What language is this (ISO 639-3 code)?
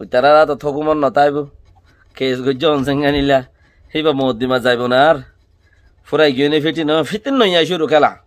rhg